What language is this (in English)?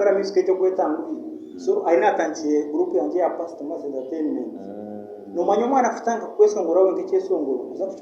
Nyankole